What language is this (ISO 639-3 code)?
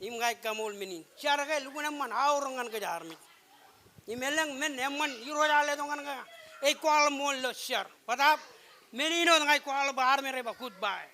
mah